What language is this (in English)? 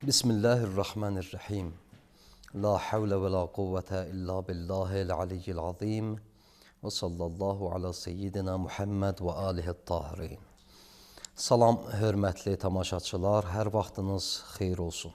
Azerbaijani